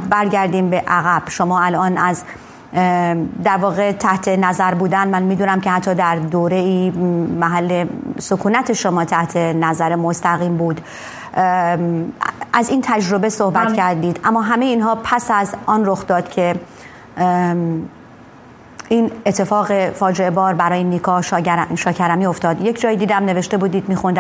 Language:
Persian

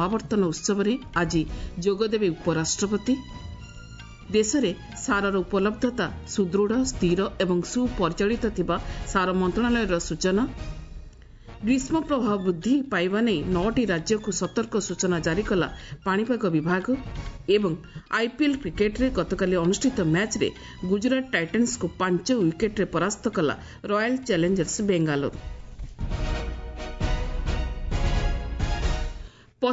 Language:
Odia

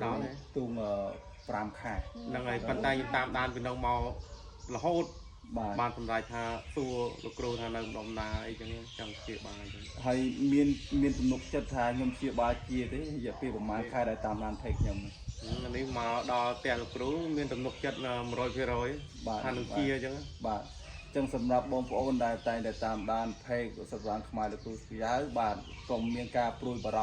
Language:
Khmer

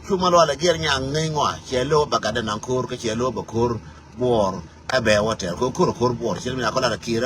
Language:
Nuer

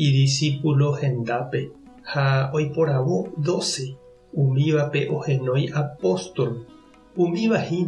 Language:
Guarani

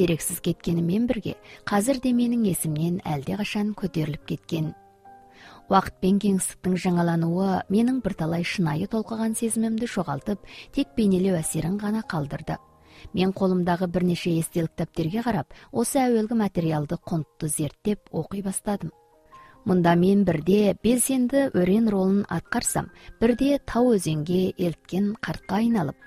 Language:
Kazakh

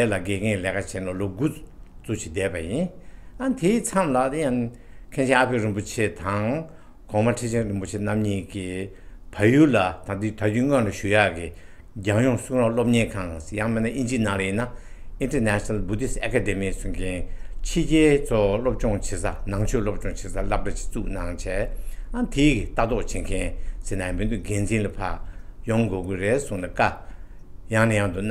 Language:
Tibetan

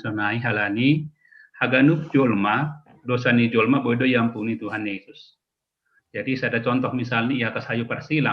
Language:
Batak Simalungun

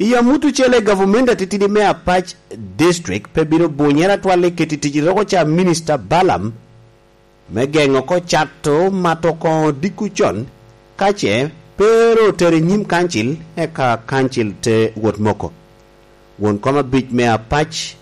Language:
Lango (Uganda)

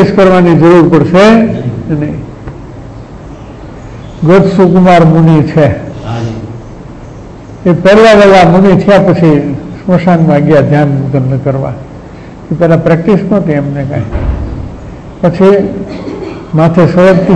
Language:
Gujarati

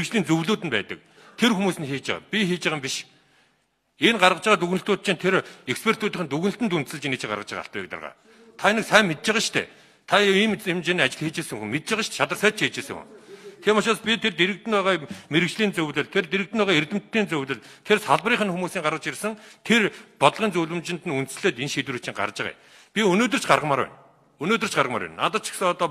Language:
Mongolian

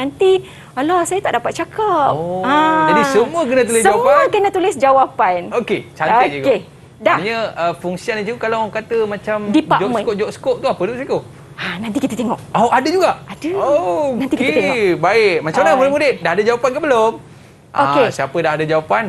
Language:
Malay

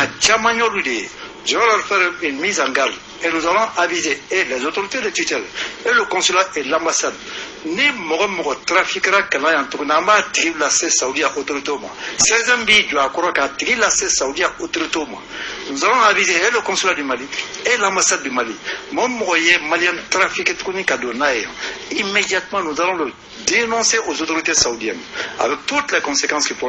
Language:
Bambara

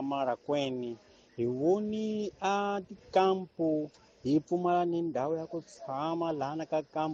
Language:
Tsonga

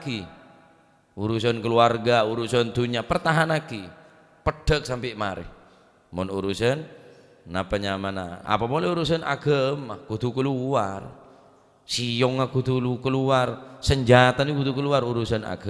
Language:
Madurese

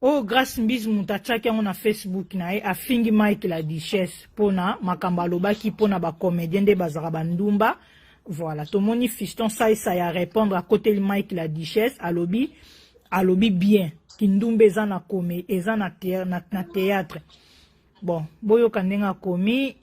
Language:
Lingala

